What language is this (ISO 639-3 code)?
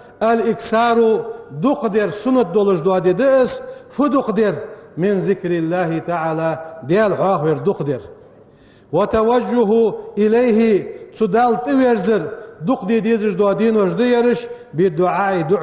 inh